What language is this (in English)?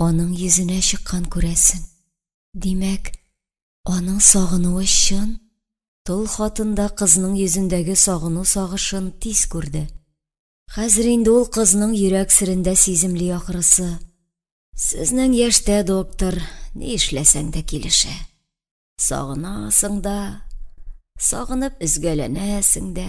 Tatar